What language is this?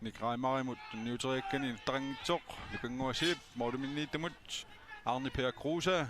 Kalaallisut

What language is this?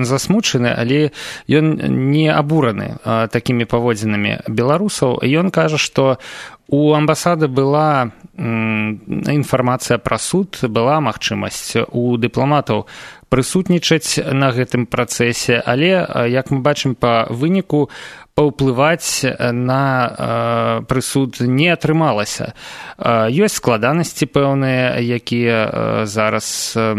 Belarusian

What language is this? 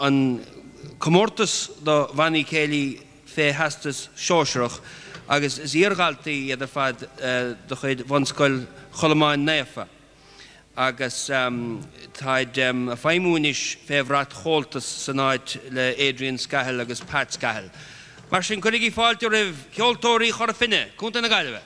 Irish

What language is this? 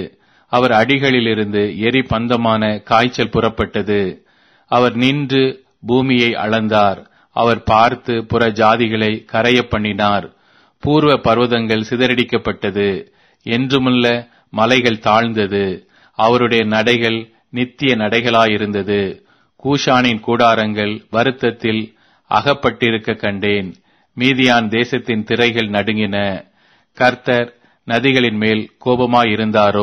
Tamil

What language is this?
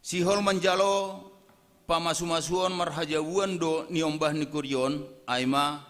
Batak Simalungun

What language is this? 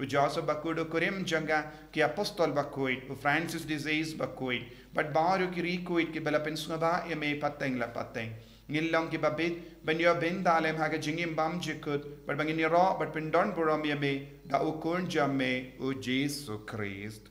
Khasi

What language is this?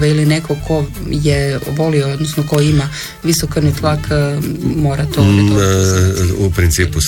Croatian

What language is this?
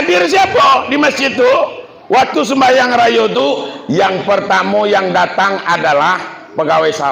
Minangkabau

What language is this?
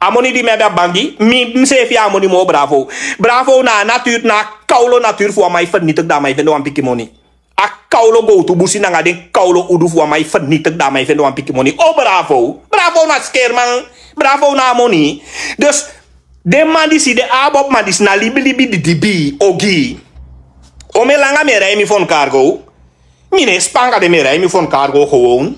Sranan Tongo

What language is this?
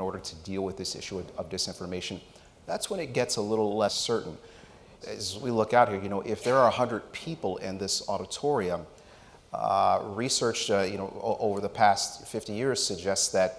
English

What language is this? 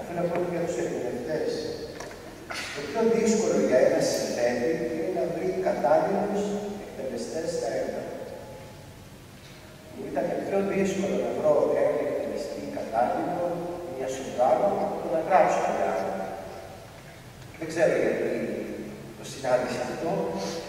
Greek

